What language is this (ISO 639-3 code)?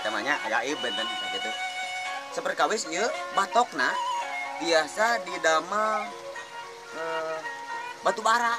sun